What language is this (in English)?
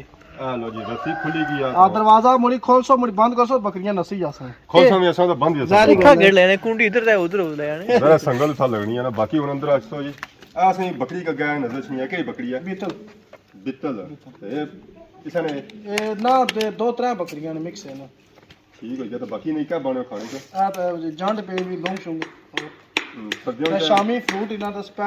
Pahari-Potwari